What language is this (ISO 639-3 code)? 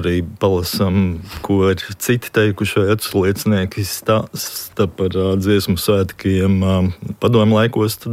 lav